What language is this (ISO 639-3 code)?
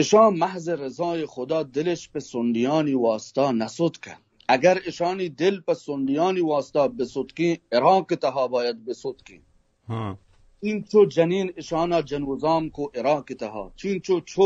bal